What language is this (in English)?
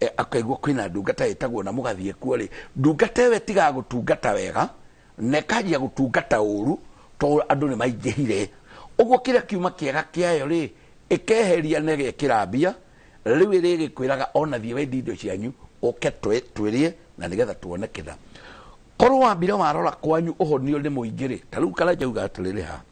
Kikuyu